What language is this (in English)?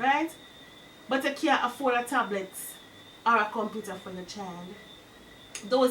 Jamaican Creole English